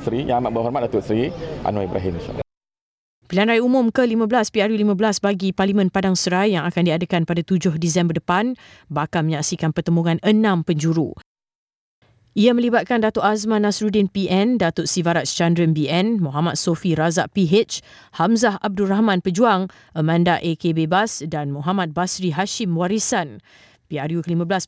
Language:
Malay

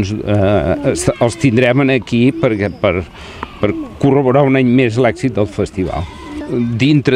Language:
Catalan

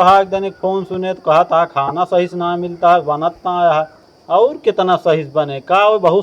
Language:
Awadhi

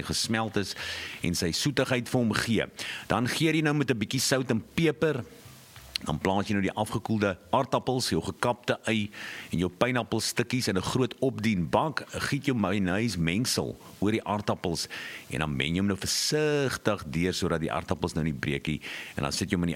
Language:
Afrikaans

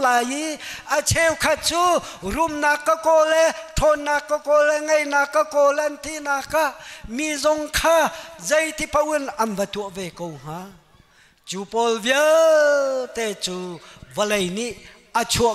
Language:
Hakha Chin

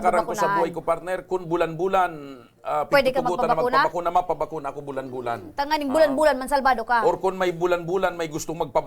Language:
Bikol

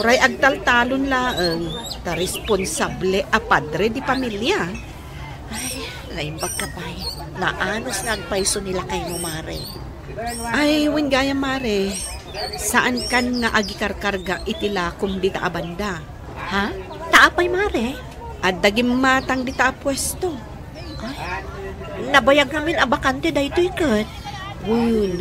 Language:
Iloko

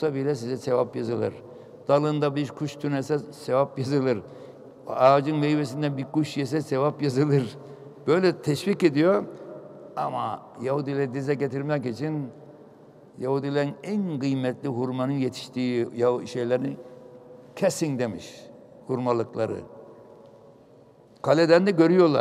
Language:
Turkish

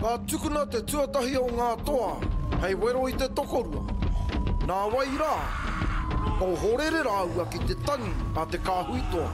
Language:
Māori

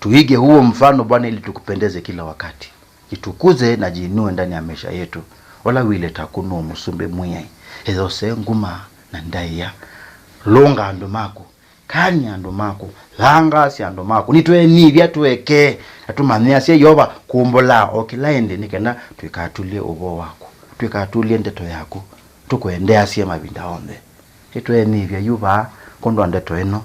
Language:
Kamba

